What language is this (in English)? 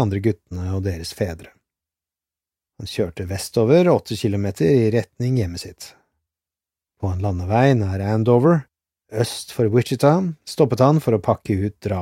Norwegian